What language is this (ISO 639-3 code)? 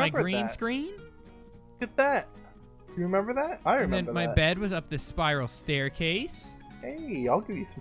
eng